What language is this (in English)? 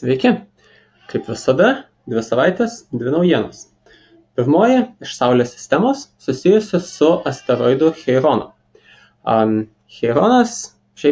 Lithuanian